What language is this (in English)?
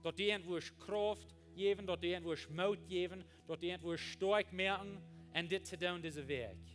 Plautdietsch